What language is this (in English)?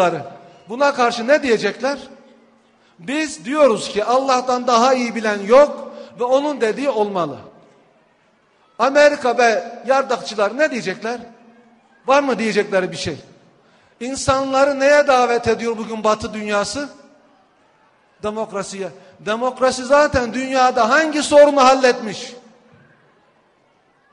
Turkish